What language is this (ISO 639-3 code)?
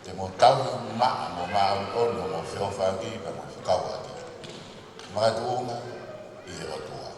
ton